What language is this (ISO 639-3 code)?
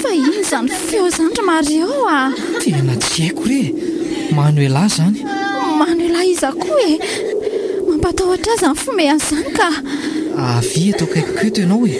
mlg